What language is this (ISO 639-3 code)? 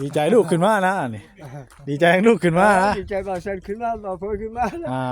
tts